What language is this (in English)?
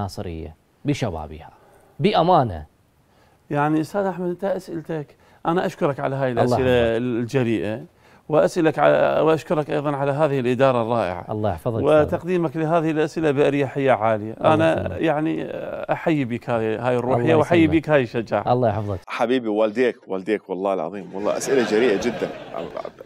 Mesopotamian Arabic